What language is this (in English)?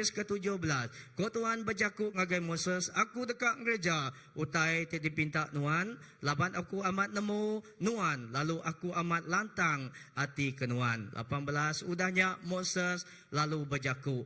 Iban